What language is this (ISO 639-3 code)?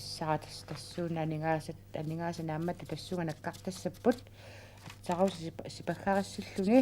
kal